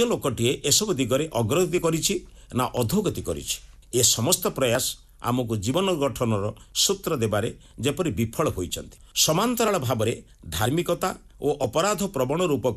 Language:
Odia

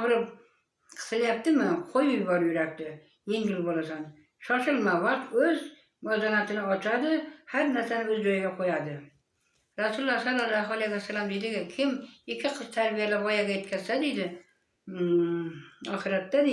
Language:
Uzbek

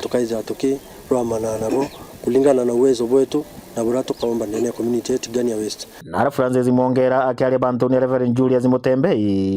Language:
Meru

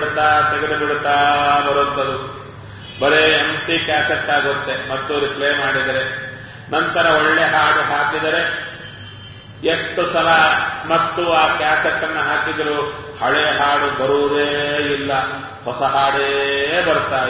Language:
Kannada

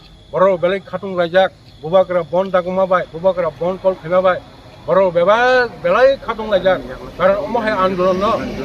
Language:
Kok Borok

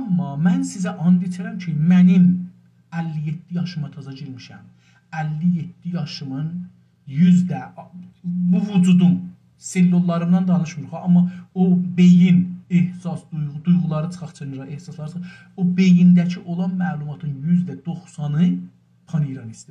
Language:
South Azerbaijani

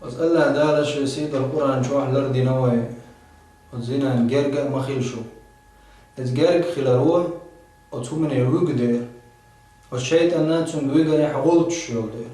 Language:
Chechen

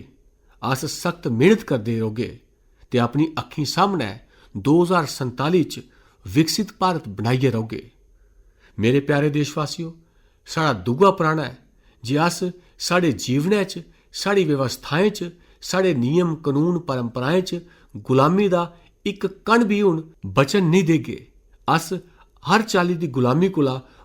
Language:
Dogri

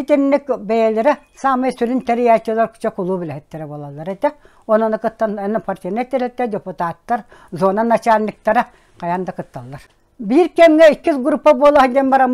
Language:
Yakut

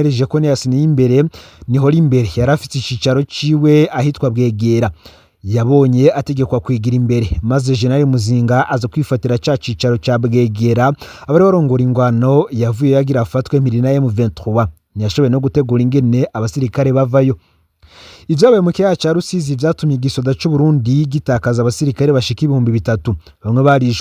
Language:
Rundi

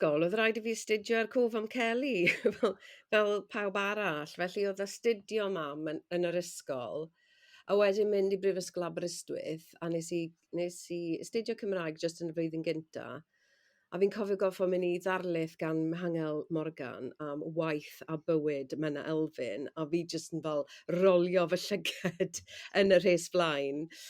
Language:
Welsh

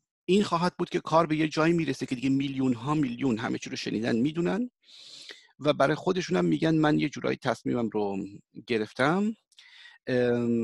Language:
Persian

